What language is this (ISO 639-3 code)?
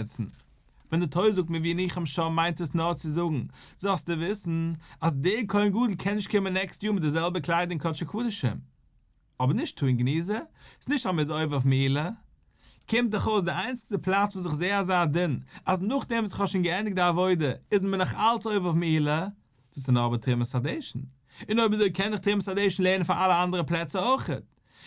yid